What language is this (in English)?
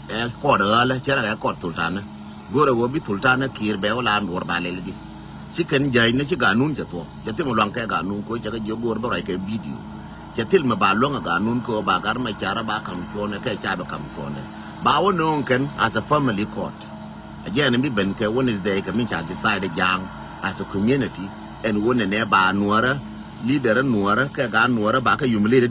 Nuer